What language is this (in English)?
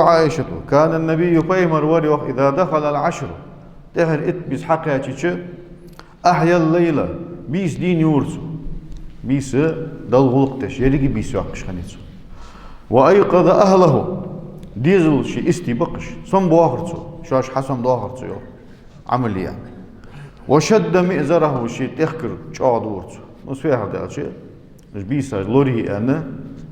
Ingush